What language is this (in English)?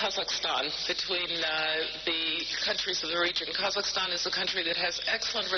Kazakh